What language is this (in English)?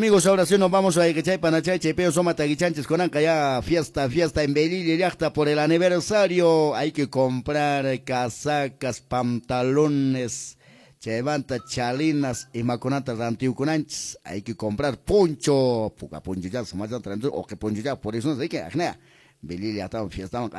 Quechua